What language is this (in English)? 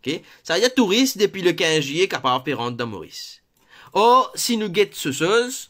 Morisyen